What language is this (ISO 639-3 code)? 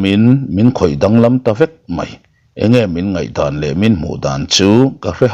lus